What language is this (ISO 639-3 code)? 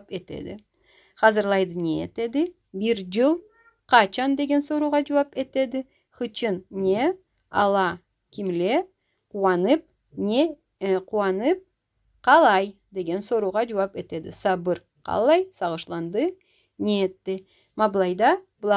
krc